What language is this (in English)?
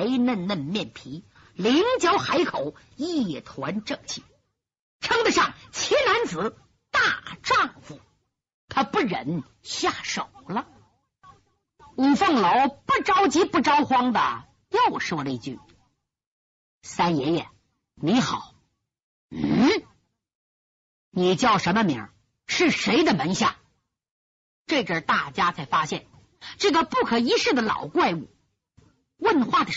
Chinese